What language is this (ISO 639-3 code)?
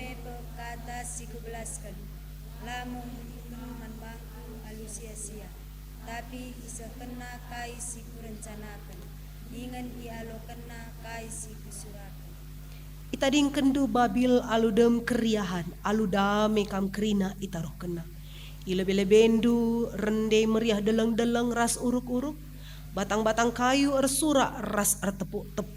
btx